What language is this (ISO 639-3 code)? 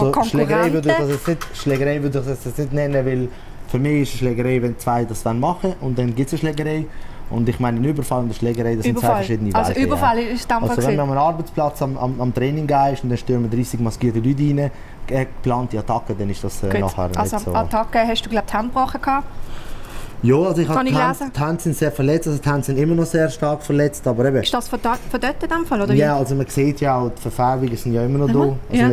gsw